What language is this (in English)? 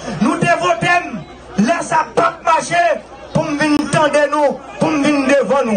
French